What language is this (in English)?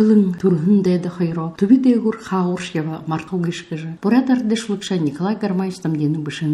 Buriat